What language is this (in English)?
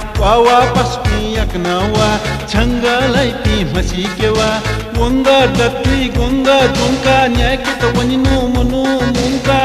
Newari